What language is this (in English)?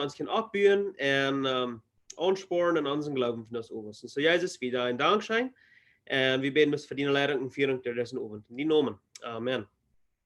Plautdietsch